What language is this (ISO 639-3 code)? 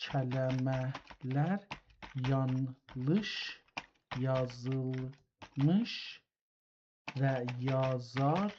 azb